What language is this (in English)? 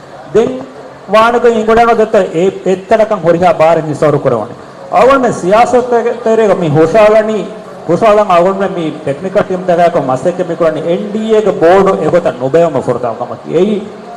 Divehi